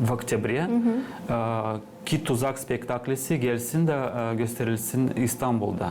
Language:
Gagauz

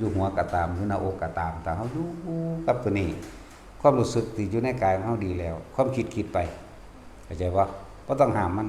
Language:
Lao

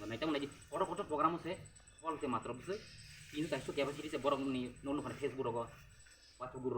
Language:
Kok Borok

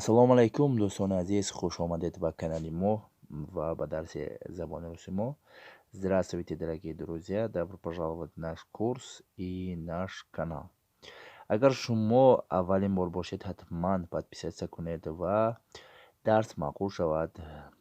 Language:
Tajik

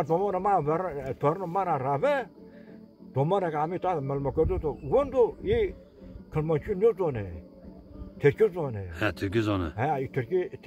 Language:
Zaza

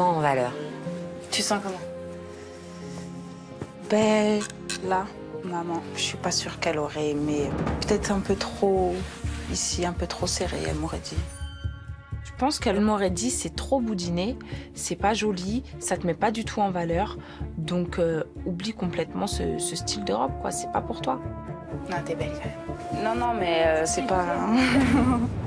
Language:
French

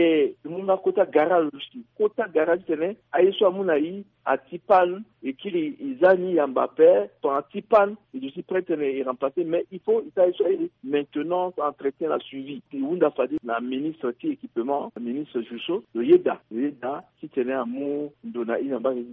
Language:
Sango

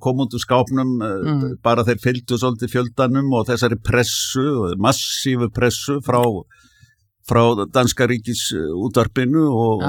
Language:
Icelandic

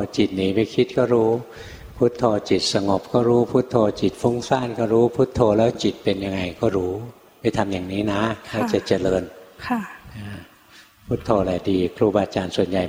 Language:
Thai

